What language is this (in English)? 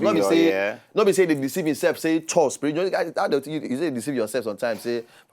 Nigerian Pidgin